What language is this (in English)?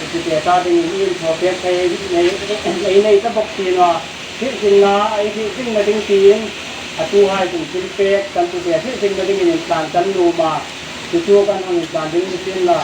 Hmar